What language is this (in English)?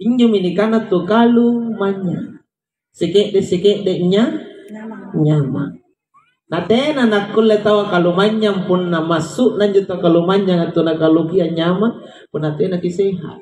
Makasar